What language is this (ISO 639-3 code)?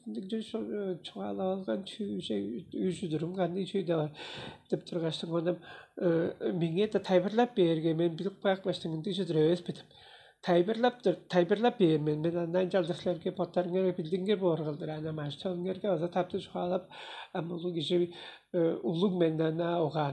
tyv